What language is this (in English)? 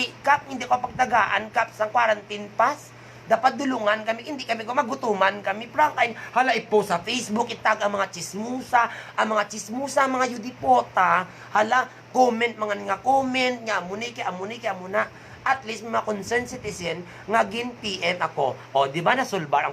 Hiligaynon